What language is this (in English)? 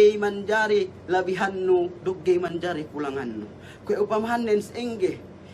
Yakan